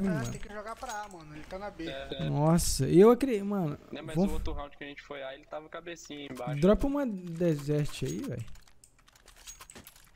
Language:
Portuguese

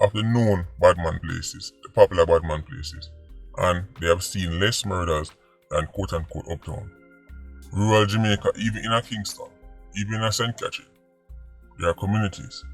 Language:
Jamaican Creole English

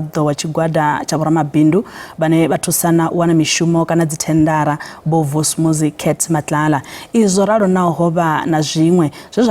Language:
Venda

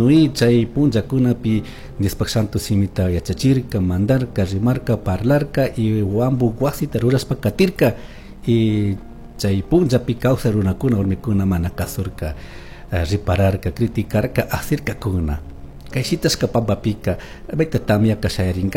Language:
Chimborazo Highland Quichua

